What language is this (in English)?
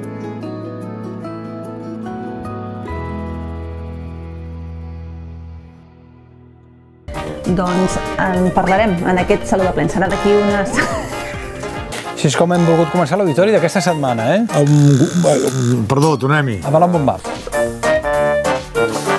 Catalan